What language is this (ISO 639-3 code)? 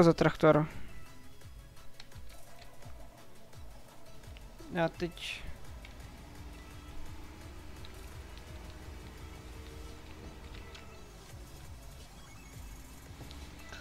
ces